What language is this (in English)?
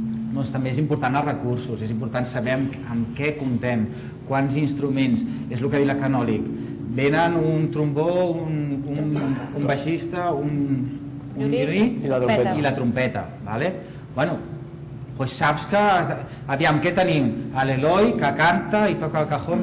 Catalan